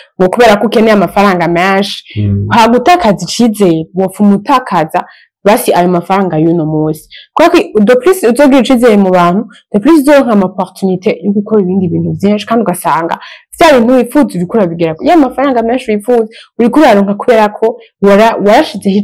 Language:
Rundi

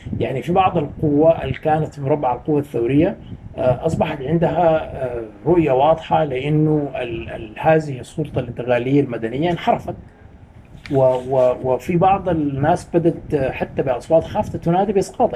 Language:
Sudanese Arabic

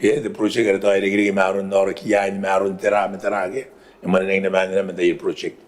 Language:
Gilbertese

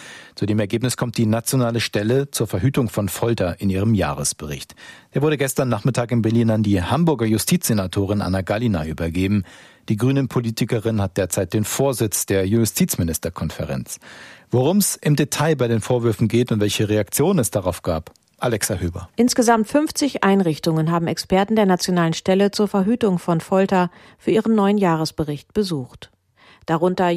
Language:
German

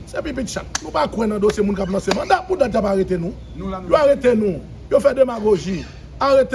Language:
Haitian Creole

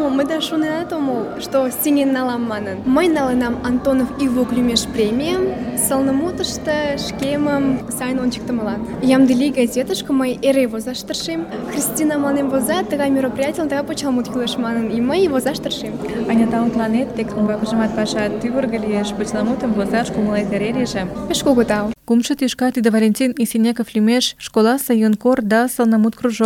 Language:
Mari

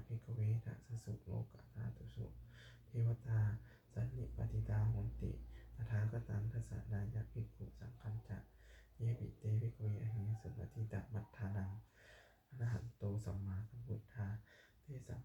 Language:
Pali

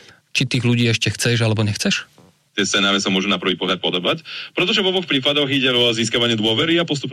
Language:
Slovak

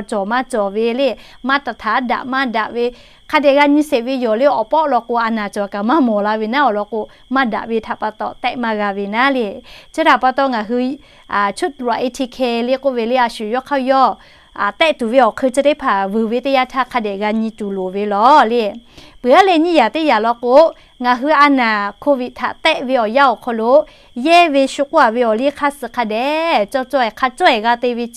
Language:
Lahu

